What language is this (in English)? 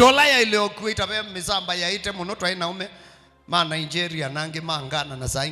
Kamba